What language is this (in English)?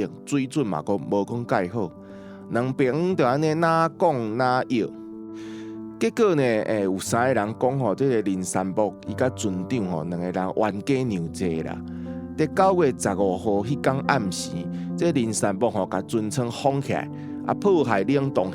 Min Nan Chinese